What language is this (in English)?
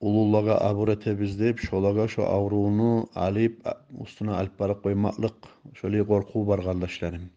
Kumyk